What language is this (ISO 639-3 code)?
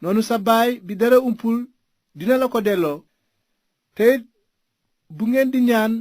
wol